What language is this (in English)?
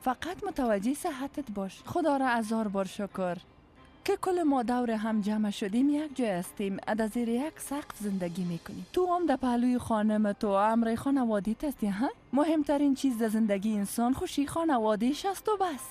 Persian